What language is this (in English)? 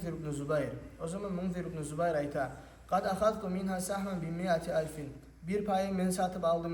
Kumyk